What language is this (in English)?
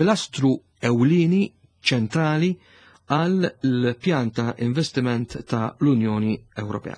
Maltese